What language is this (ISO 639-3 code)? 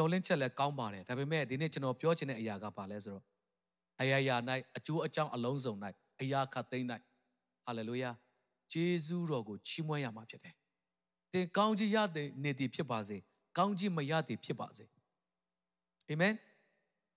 mya